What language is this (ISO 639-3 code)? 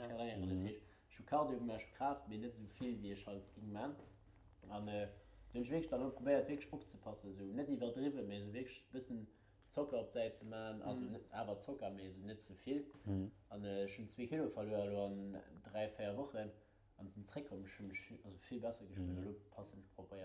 ltz